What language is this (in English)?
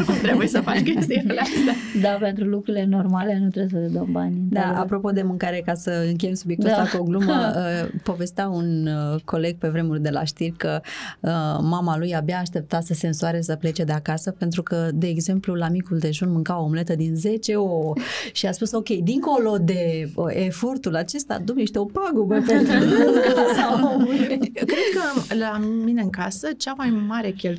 Romanian